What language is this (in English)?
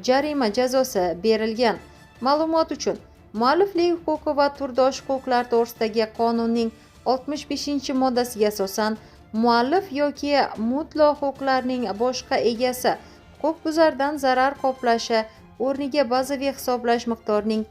Uzbek